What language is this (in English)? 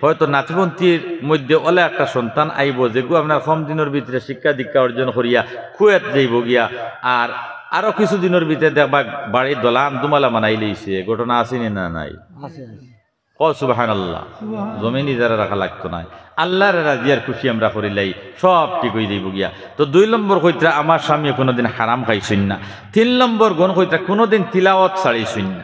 Sylheti